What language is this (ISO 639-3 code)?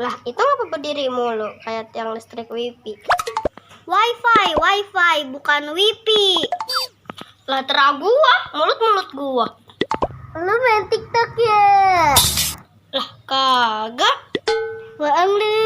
bew